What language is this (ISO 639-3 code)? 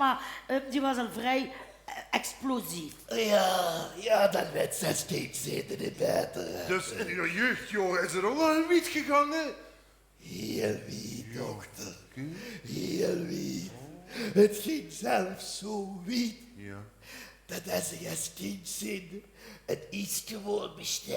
lim